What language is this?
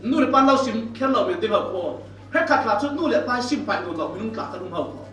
Falam Chin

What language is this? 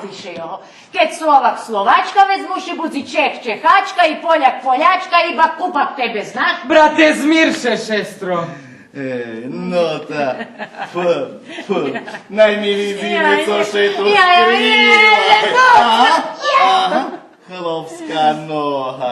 Rusyn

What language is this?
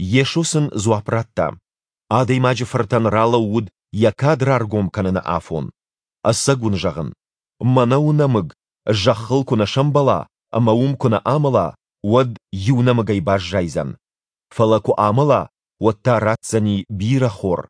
Ossetic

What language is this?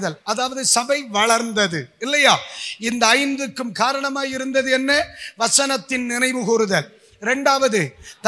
Tamil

